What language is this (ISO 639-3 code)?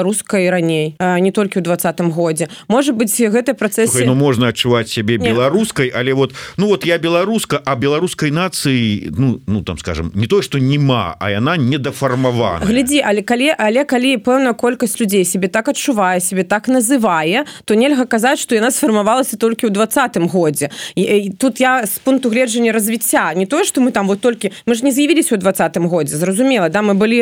bel